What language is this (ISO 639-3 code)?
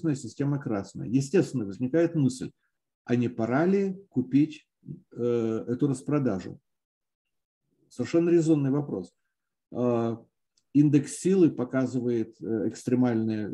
rus